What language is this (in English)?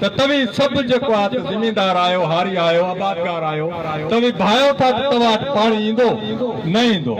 Sindhi